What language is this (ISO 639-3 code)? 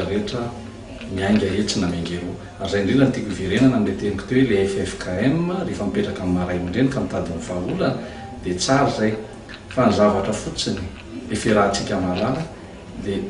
mlg